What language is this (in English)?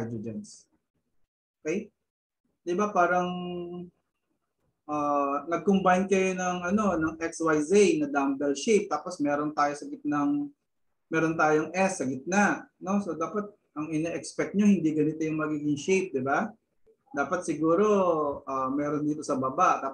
Filipino